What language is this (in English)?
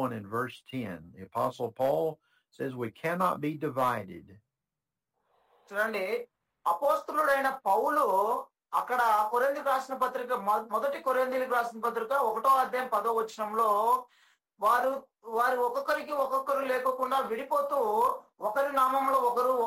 Telugu